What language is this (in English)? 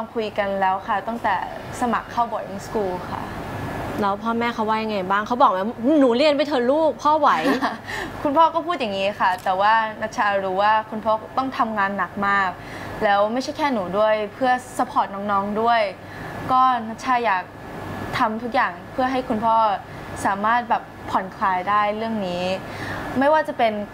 Thai